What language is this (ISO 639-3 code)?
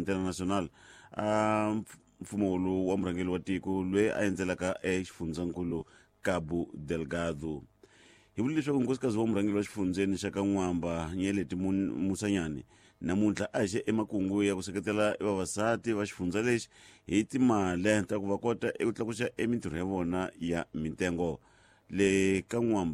tso